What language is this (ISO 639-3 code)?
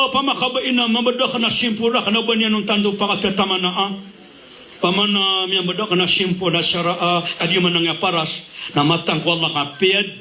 mrw